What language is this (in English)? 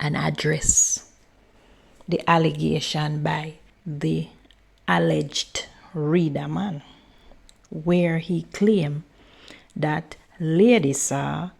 Jamaican Creole English